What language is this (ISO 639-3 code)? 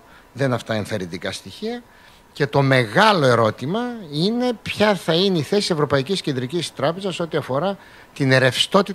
ell